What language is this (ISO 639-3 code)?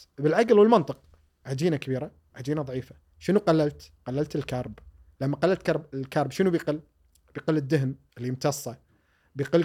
afb